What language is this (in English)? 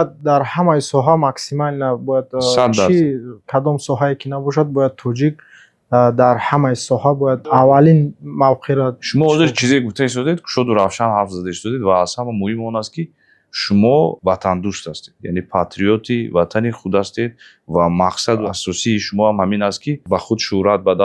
Tajik